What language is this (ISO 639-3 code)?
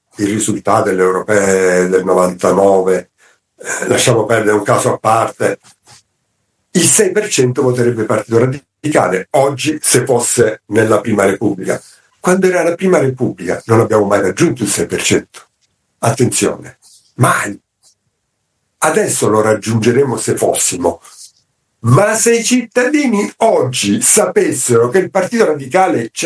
ita